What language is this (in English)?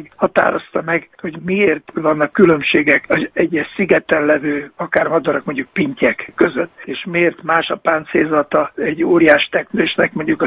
Hungarian